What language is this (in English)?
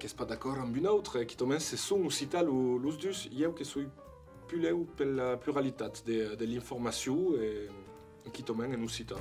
Occitan